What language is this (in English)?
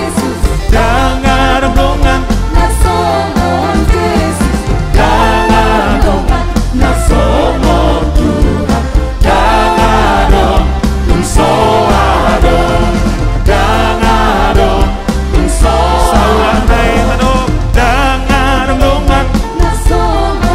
Batak Toba